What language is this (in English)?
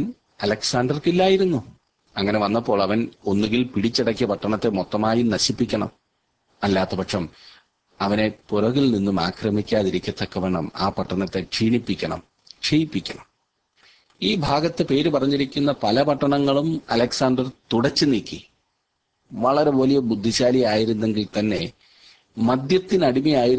Malayalam